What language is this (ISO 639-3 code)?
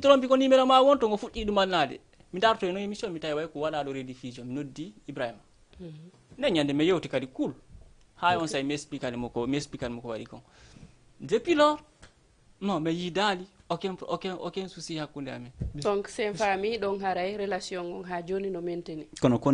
ful